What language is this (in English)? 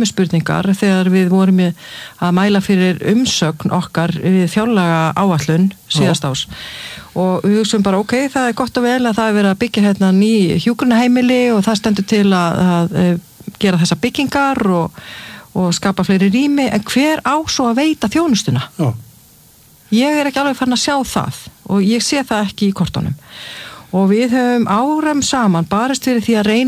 Icelandic